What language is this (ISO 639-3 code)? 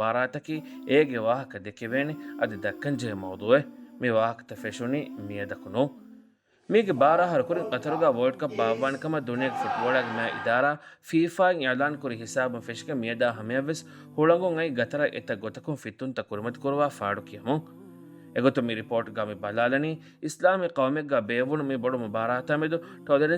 div